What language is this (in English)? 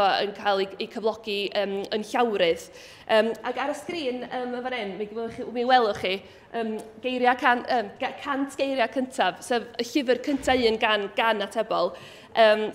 Welsh